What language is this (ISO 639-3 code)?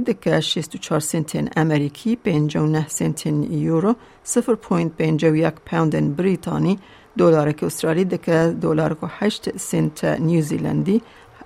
kur